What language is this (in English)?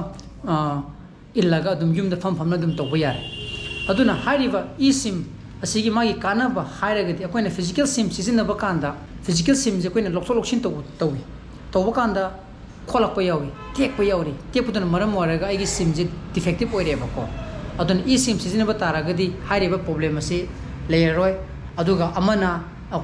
Manipuri